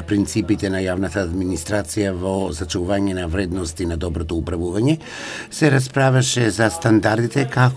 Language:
Macedonian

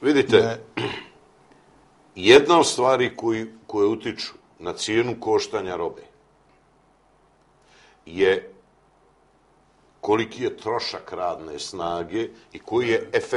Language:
Bosnian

